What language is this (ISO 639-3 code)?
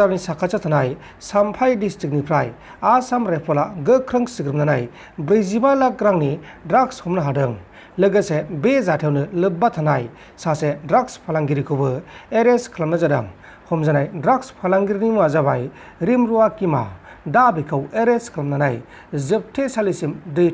brx